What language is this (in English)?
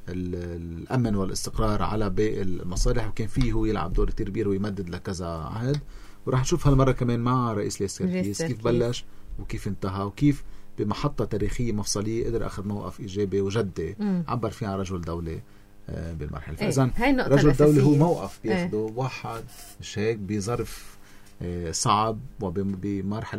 North Levantine Arabic